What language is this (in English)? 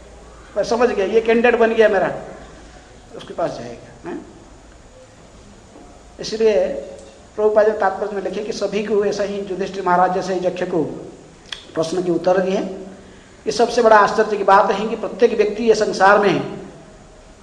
Hindi